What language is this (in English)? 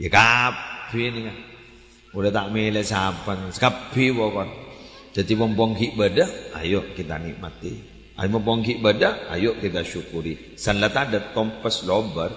Madurese